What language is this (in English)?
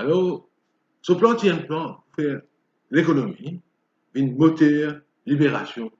Morisyen